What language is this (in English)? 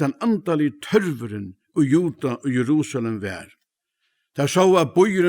Faroese